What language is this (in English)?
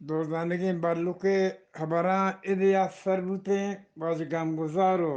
Eastern Balochi